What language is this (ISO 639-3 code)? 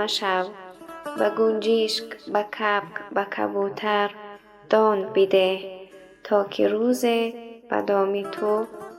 tgk